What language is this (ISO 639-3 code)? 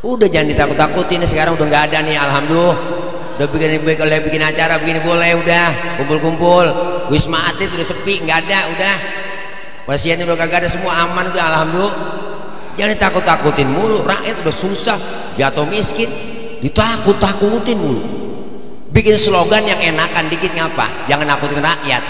bew